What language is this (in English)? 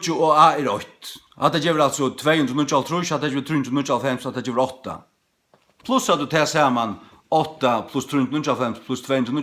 Faroese